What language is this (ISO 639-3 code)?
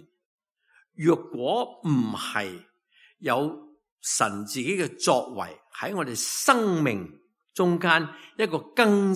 yue